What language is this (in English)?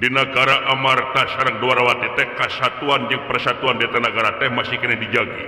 Sundanese